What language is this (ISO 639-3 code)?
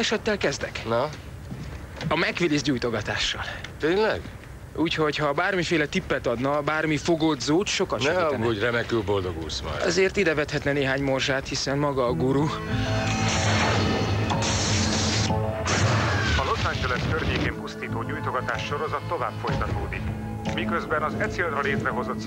hun